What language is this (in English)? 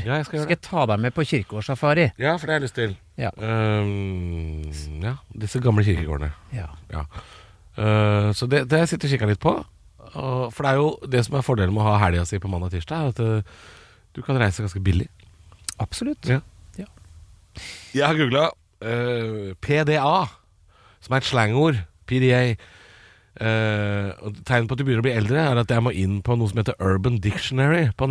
Norwegian